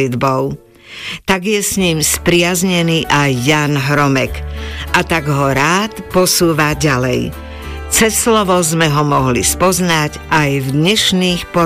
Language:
Slovak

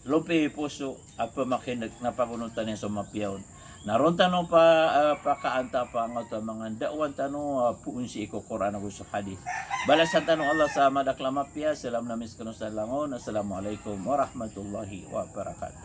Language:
Maranao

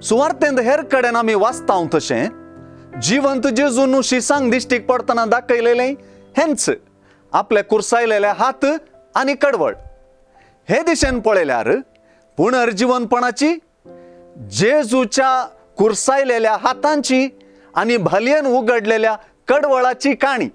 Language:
Konkani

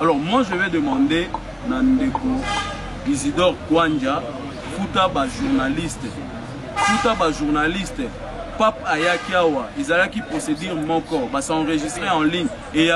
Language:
Lingala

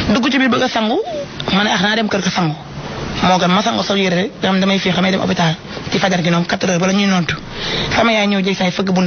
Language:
Wolof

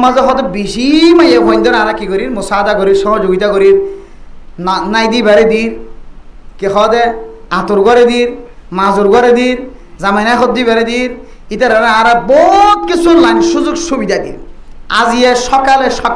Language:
Rohingya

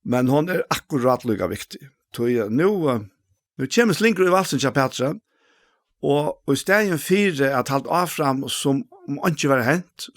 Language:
Faroese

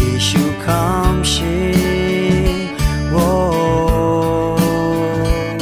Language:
Akha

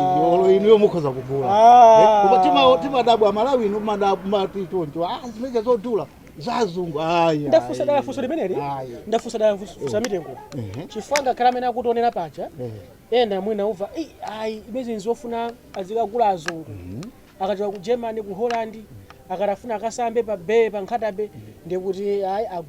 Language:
Nyanja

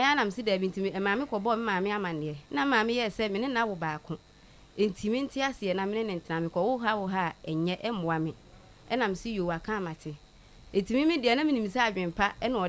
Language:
Akan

